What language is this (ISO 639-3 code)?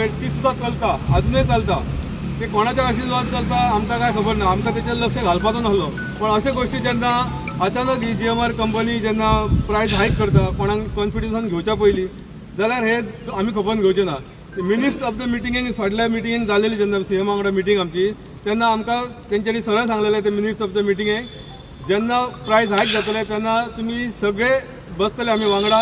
kok